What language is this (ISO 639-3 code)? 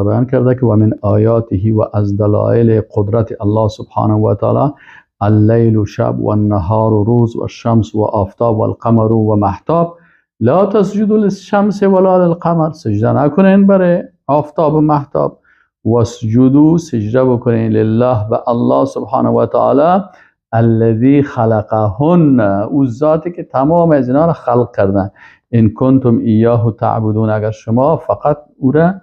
fas